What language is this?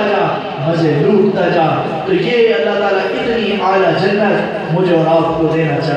Urdu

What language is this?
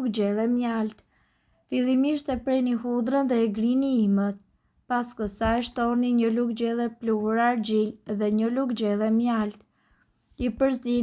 Albanian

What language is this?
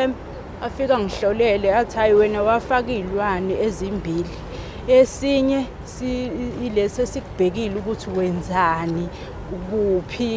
Zulu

